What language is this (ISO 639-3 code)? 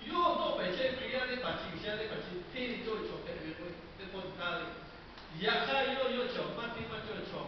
lhu